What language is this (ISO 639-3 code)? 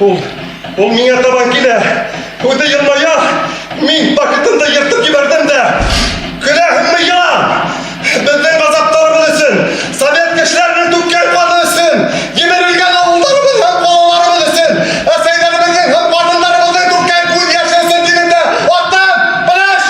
bak